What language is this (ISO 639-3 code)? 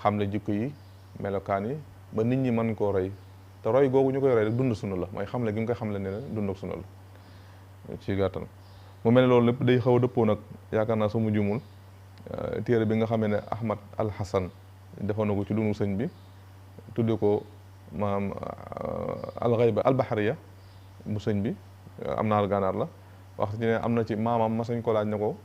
wol